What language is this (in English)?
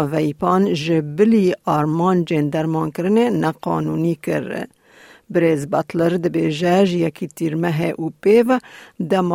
Kurdish